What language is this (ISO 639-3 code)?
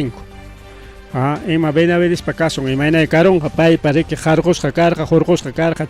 quy